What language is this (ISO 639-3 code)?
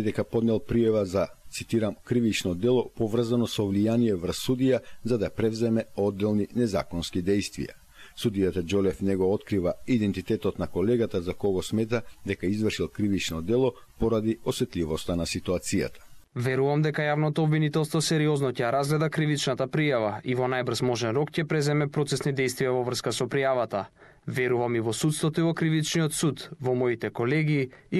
mkd